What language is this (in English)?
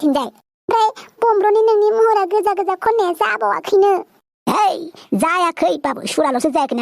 Bodo